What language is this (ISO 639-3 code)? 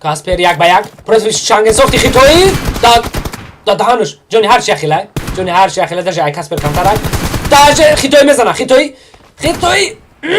tgk